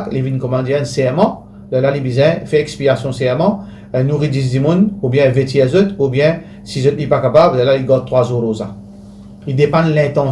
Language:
Morisyen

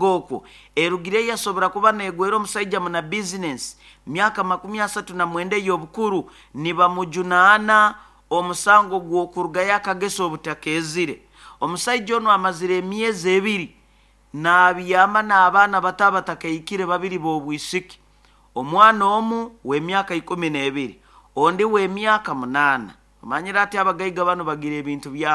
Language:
Nyoro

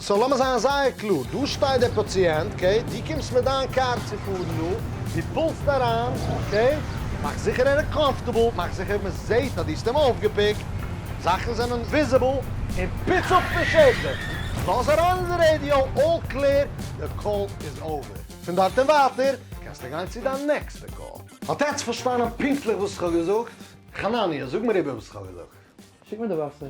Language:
Yiddish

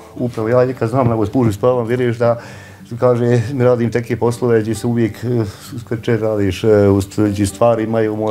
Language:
Bosnian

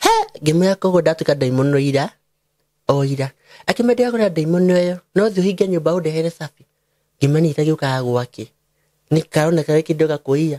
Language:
Kikuyu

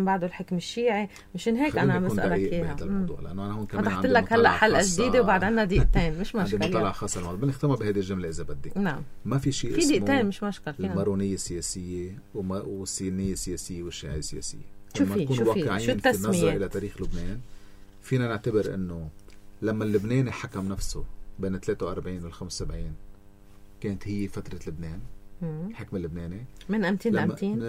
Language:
North Levantine Arabic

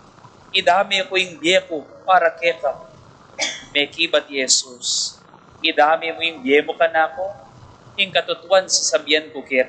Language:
Pampanga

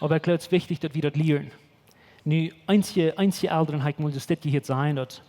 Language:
Plautdietsch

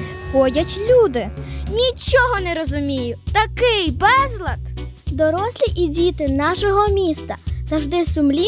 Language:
Ukrainian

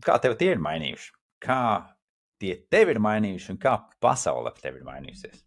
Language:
Latvian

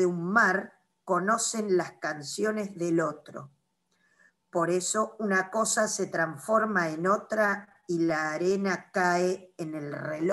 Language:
Spanish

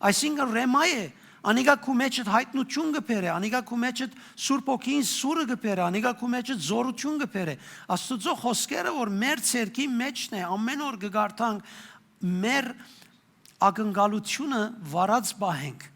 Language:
Western Armenian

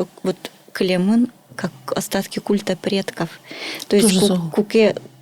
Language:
Udmurt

